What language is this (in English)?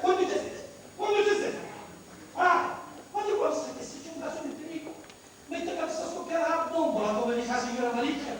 Sicilian